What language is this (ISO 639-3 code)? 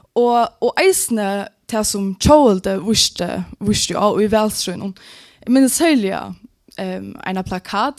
fao